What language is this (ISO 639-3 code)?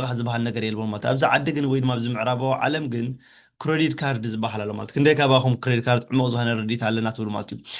tir